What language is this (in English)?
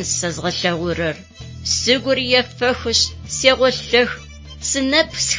Adyghe